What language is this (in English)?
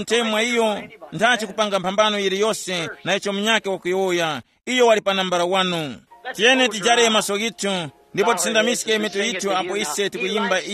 Tumbuka